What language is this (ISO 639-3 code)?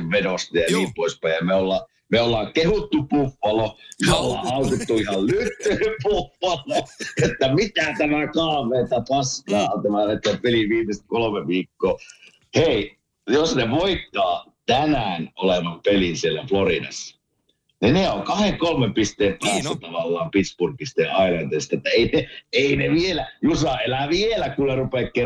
fin